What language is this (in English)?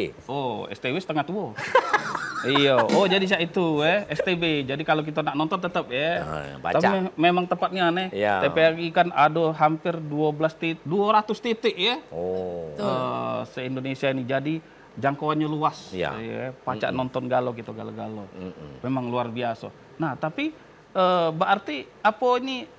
Musi